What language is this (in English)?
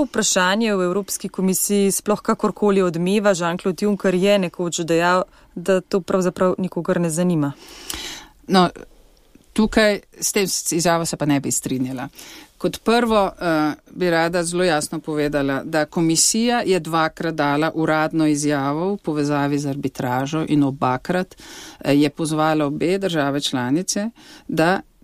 Slovenian